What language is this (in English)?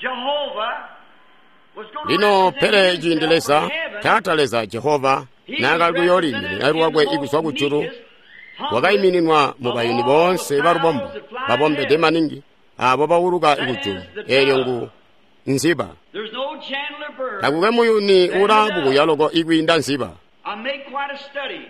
Tonga (Zambia)